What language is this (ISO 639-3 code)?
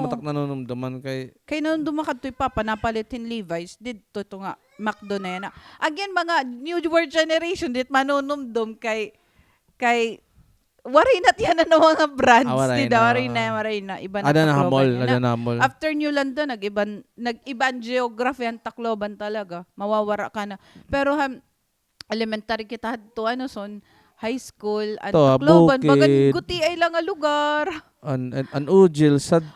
war